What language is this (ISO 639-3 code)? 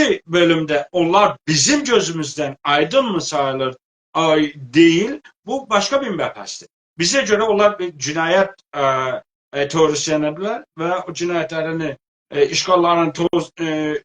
azb